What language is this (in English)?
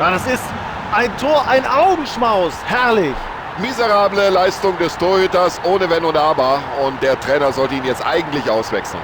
Bavarian